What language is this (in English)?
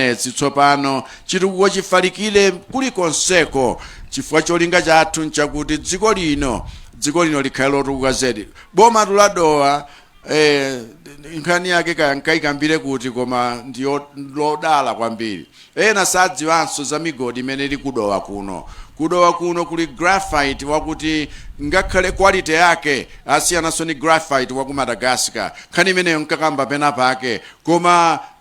Nyanja